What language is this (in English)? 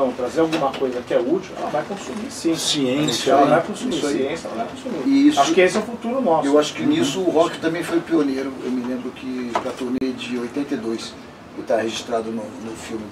Portuguese